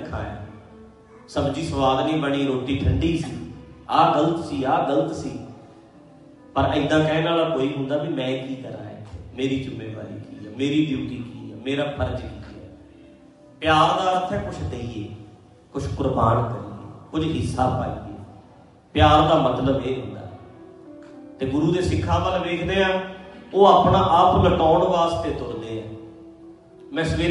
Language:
Punjabi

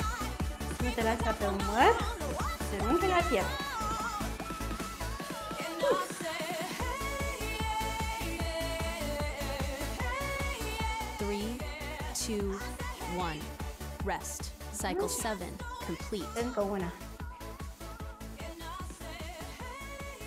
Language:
Romanian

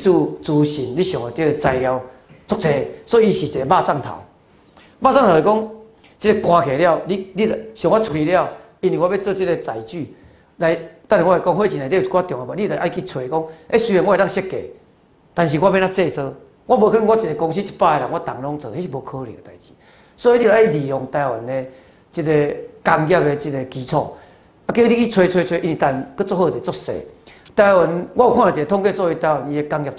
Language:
Min Nan Chinese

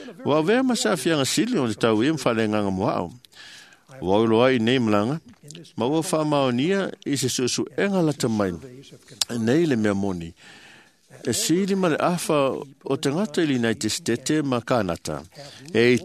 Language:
Samoan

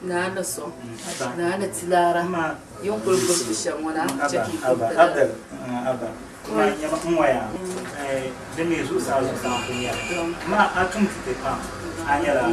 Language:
Dagbani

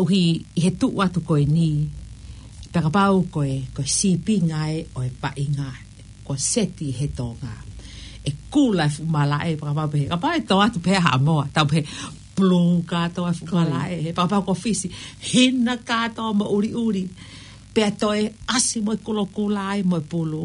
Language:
Tongan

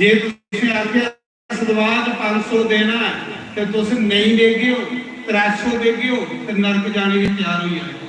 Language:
Dogri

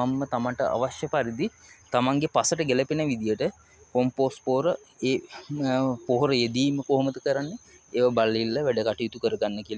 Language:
Sinhala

